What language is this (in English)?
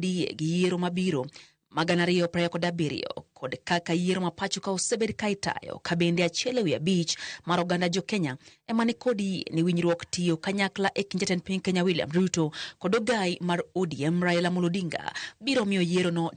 Luo (Kenya and Tanzania)